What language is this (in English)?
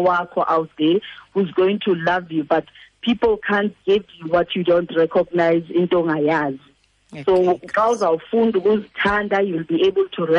Xhosa